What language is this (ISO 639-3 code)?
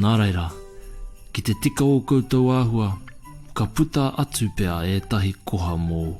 mri